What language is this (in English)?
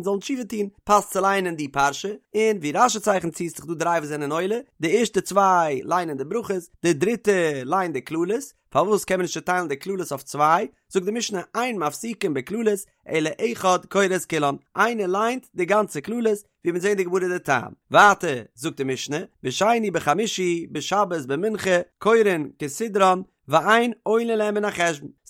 Yiddish